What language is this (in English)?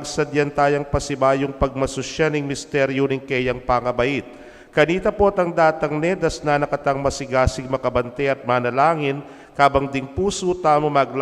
Pampanga